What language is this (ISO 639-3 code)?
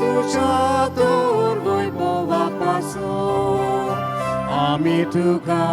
kok